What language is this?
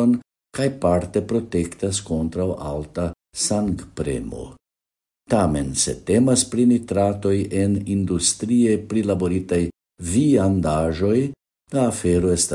Esperanto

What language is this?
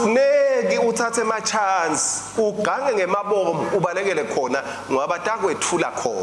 Swati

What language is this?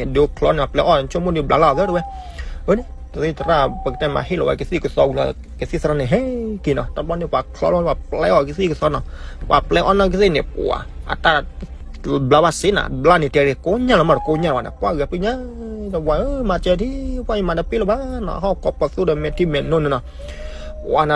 S'gaw Karen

